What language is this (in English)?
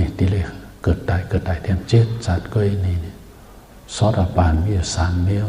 Shan